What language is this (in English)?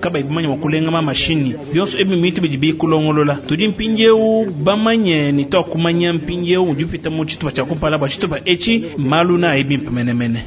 Luba-Lulua